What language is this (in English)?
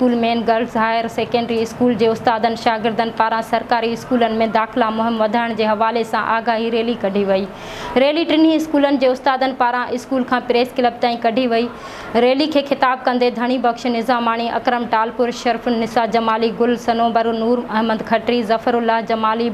Sindhi